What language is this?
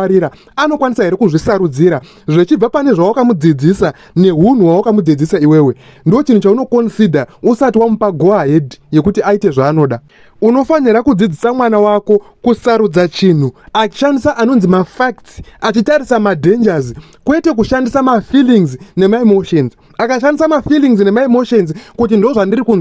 Shona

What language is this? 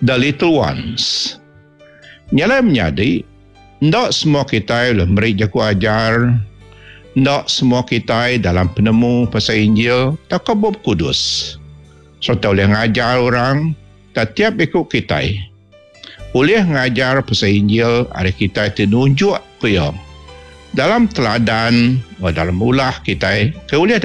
Iban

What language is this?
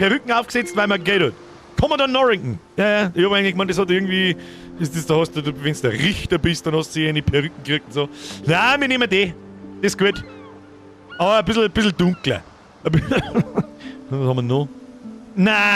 Bavarian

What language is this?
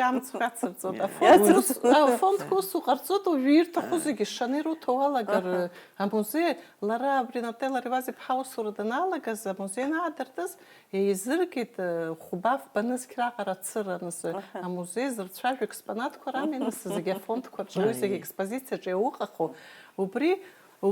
Abkhazian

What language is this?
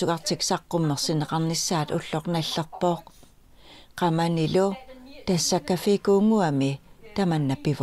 Kalaallisut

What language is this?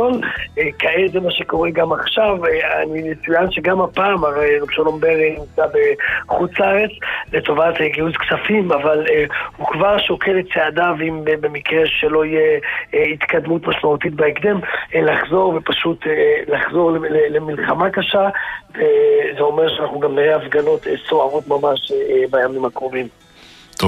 Hebrew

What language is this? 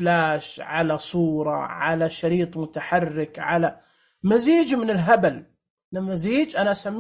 Najdi Arabic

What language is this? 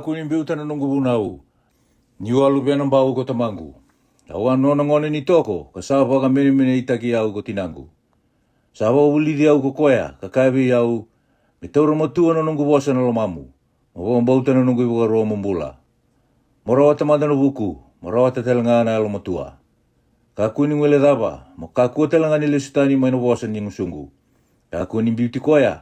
Fijian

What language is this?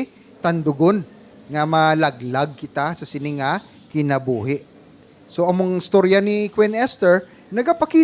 Hiligaynon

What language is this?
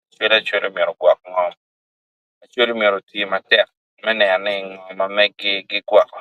Acoli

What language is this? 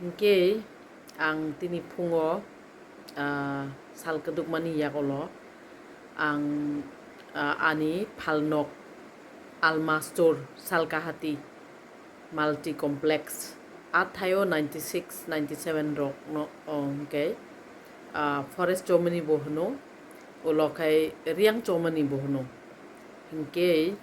Kok Borok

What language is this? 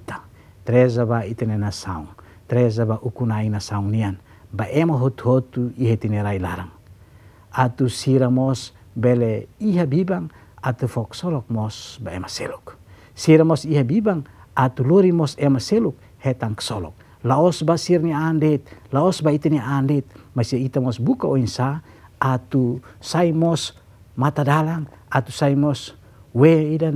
Tetum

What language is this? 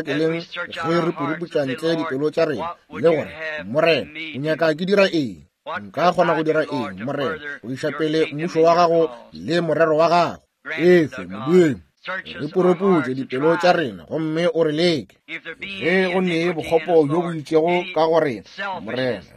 Northern Sotho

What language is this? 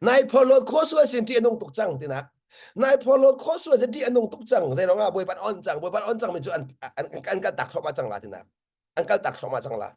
Hakha Chin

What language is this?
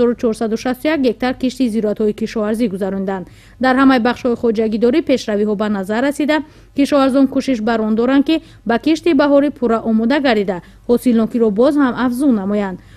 Tajik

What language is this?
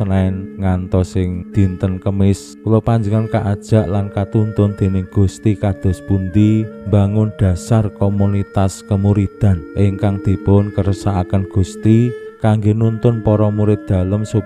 Javanese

